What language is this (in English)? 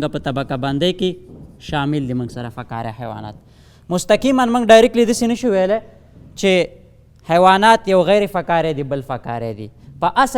Pashto